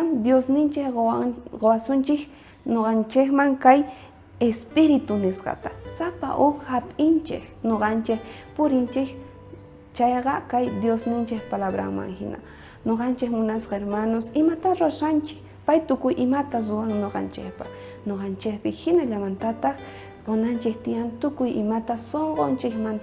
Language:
South Bolivian Quechua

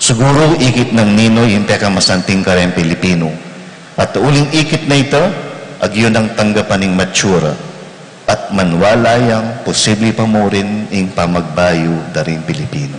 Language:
Pampanga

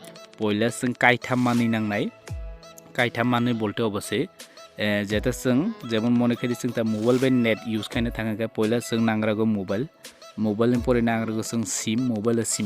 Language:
Kok Borok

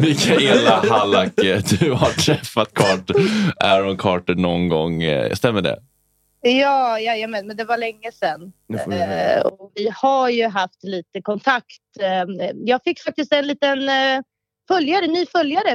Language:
Swedish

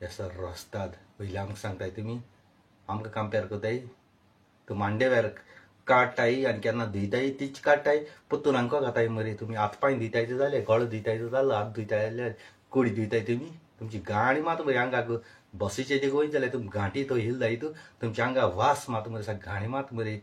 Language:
Konkani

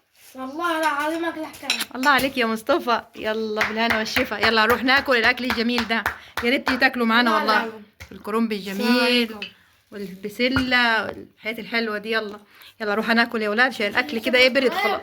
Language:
Egyptian Arabic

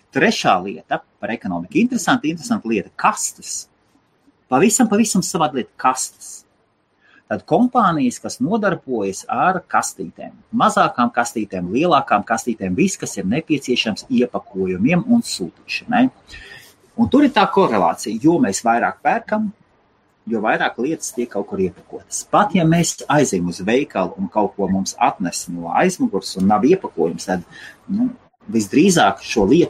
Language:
Latvian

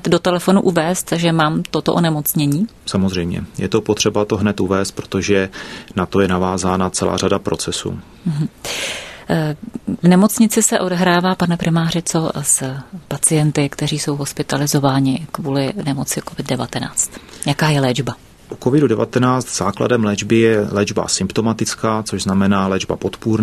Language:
Czech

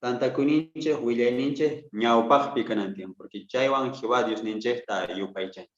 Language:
South Bolivian Quechua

